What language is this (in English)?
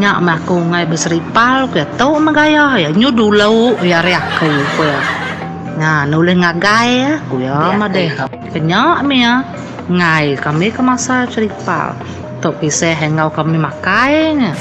Iban